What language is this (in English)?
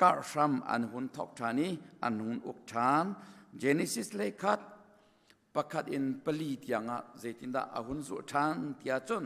Hakha Chin